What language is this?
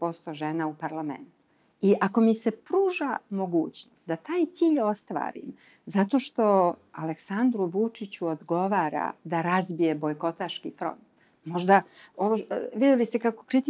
Serbian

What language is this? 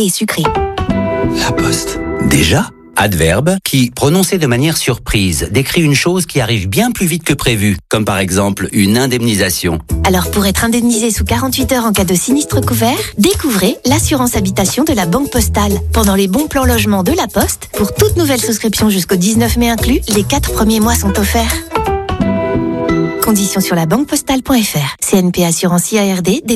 French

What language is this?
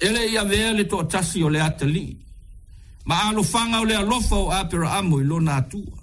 Samoan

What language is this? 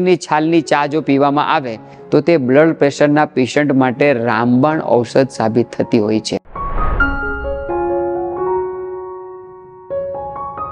Gujarati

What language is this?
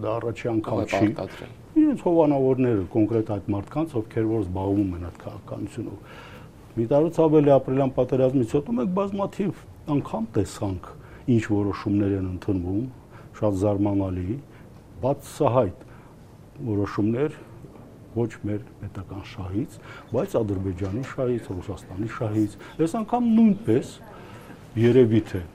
Armenian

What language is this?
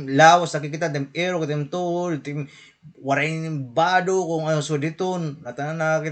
Waray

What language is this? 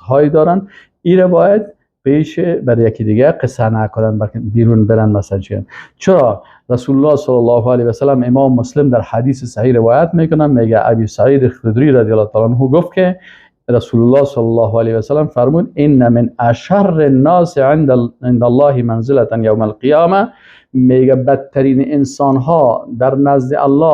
Persian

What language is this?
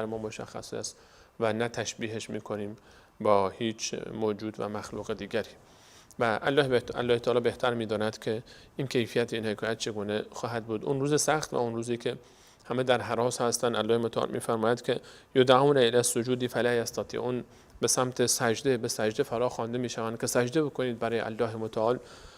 Persian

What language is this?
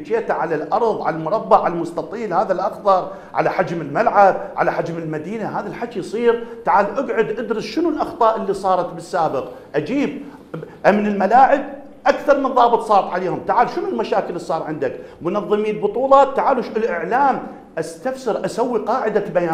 Mesopotamian Arabic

